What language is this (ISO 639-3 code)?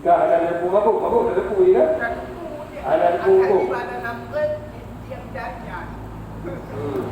ace